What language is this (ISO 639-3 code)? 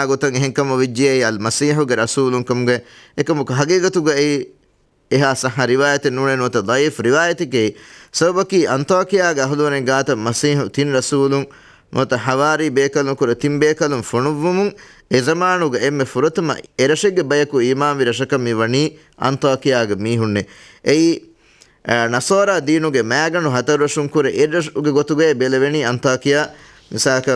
div